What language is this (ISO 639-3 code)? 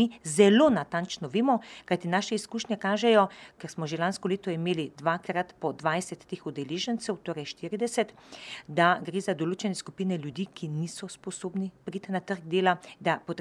slv